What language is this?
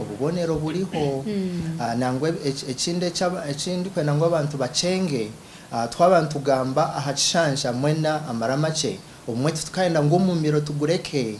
Nyankole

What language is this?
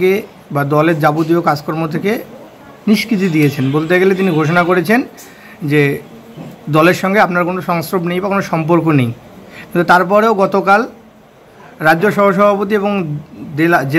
Bangla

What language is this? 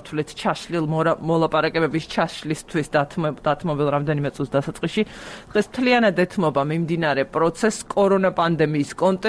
Georgian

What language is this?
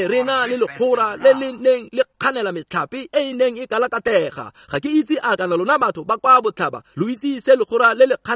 Tswana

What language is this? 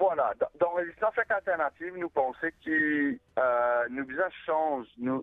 Morisyen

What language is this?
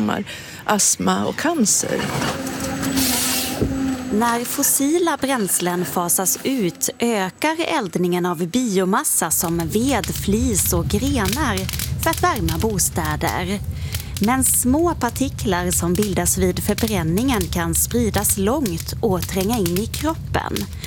Swedish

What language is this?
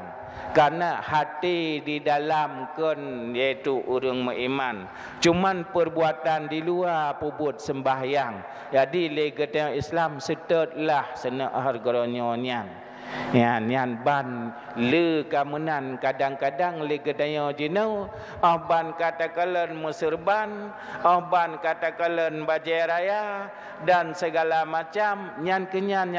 Achinese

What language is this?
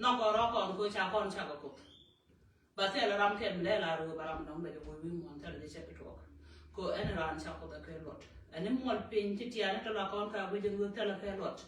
Nuer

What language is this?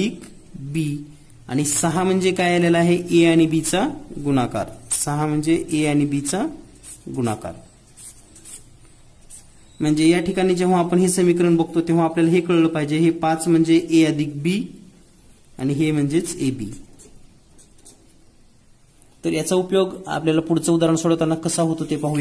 Marathi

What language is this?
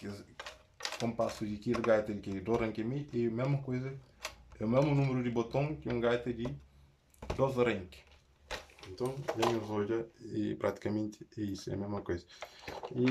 Kabuverdianu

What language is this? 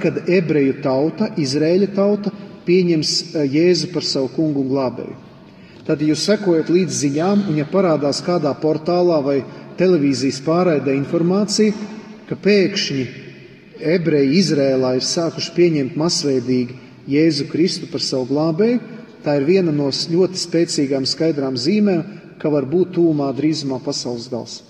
Latvian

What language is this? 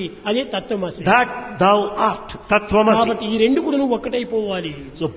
Telugu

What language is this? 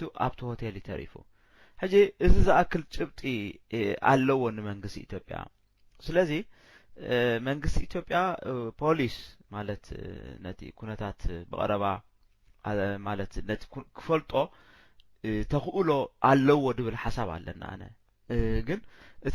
Tigrinya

